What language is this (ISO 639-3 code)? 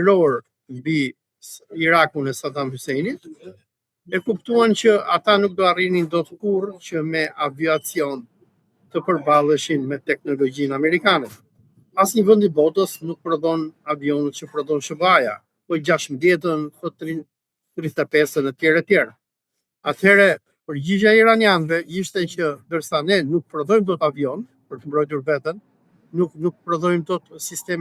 sqi